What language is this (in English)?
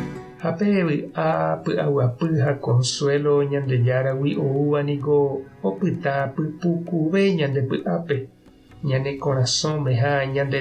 Guarani